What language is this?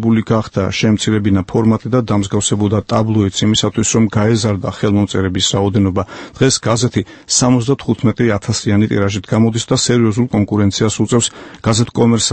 Georgian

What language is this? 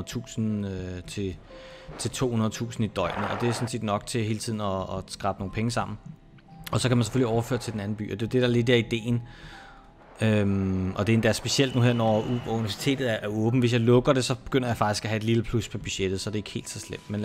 Danish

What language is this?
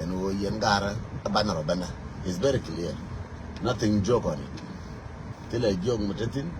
Nuer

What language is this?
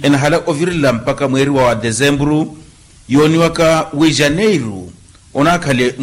Makhuwa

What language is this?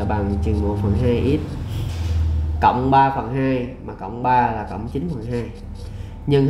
Vietnamese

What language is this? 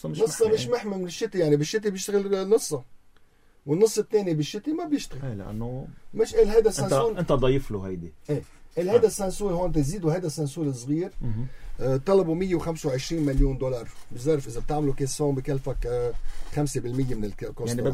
North Levantine Arabic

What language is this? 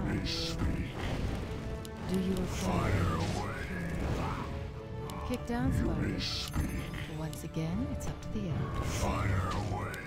English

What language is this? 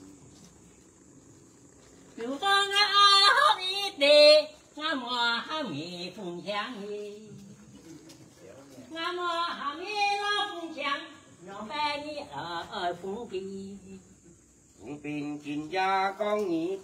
Vietnamese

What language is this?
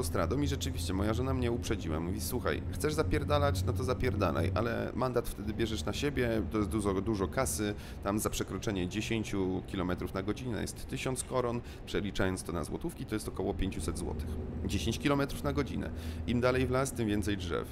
Polish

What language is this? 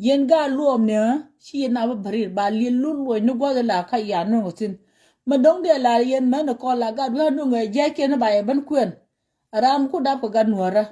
Nuer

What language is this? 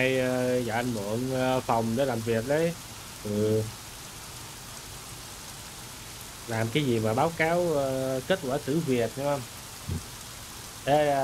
Vietnamese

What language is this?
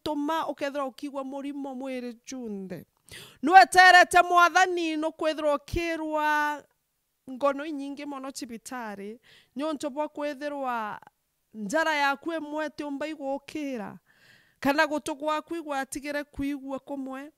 Meru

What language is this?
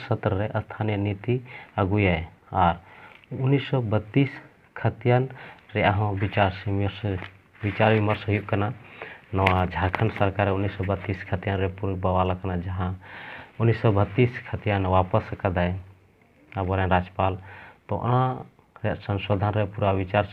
Santali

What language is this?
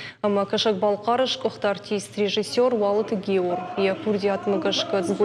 Ossetic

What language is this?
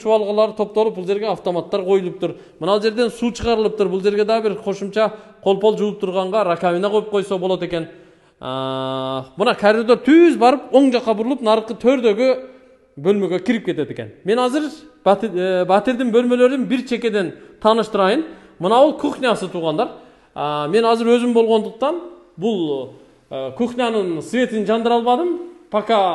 Kyrgyz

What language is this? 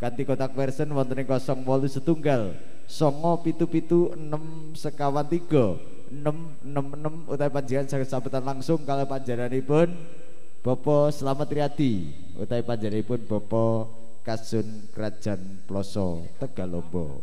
Javanese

